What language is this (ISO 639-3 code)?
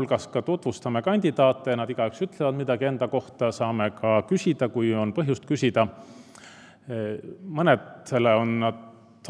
est